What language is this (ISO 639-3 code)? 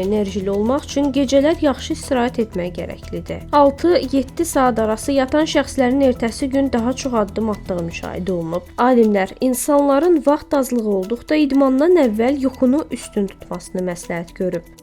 aze